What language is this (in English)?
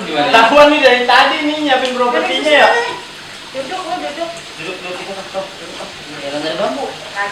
Betawi